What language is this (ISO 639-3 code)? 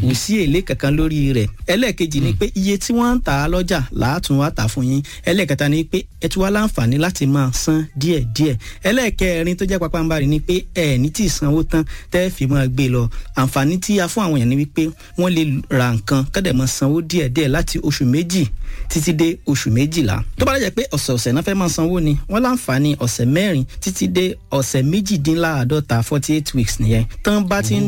yor